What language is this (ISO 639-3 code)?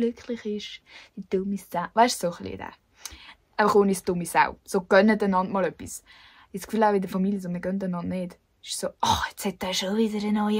gsw